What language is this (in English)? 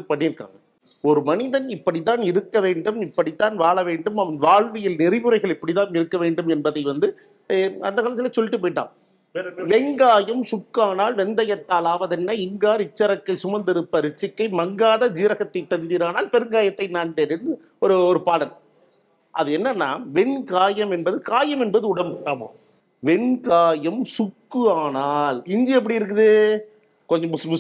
Tamil